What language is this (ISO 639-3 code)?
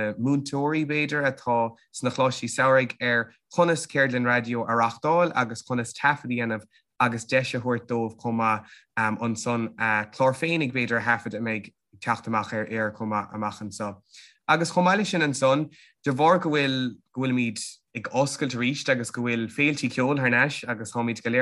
gle